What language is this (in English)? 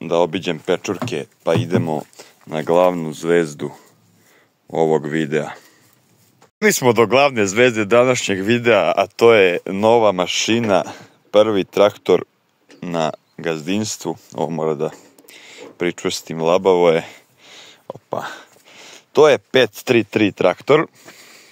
Serbian